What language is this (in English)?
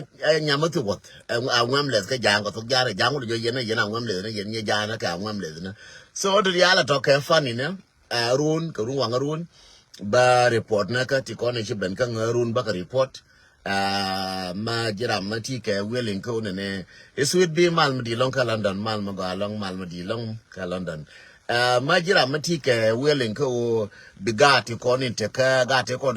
Nuer